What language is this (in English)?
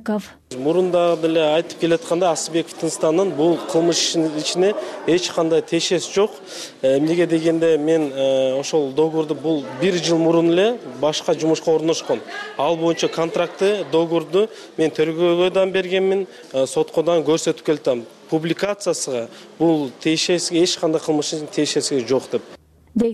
Kyrgyz